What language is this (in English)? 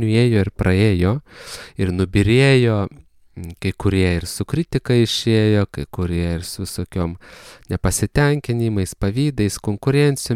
Lithuanian